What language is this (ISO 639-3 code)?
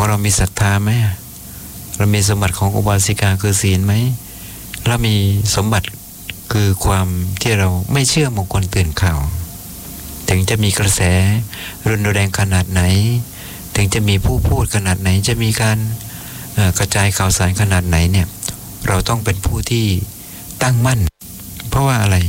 tha